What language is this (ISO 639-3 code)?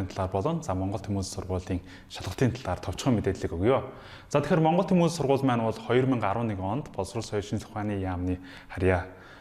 mon